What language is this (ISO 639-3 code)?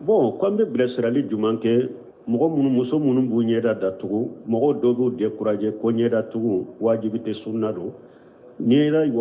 bam